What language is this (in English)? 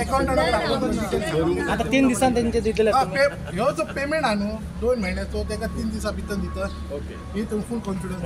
Konkani